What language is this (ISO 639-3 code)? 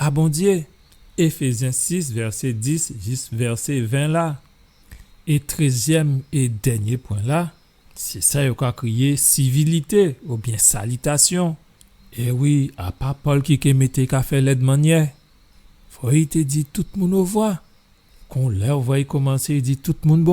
gcf